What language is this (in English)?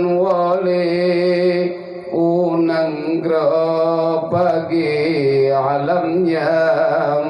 Achinese